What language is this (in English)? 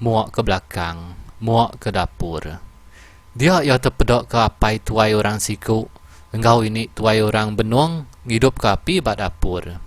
Iban